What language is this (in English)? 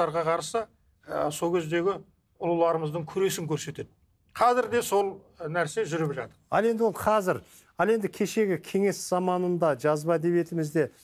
Kazakh